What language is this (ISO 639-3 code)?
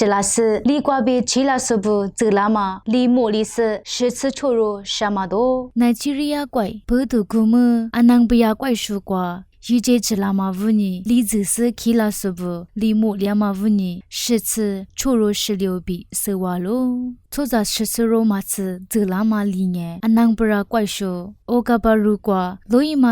lis